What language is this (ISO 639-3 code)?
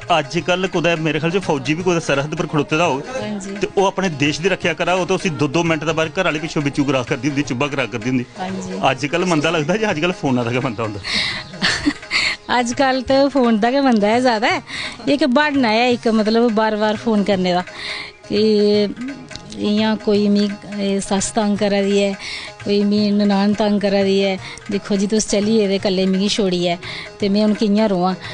doi